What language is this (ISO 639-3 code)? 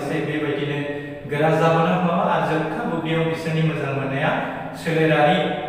brx